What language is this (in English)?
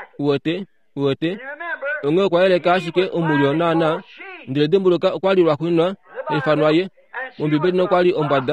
Kuanyama